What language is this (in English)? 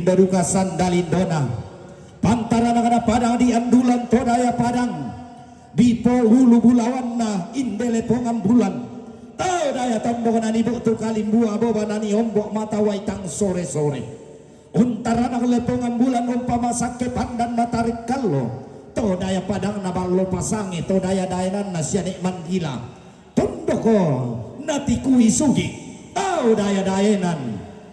Toraja-Sa'dan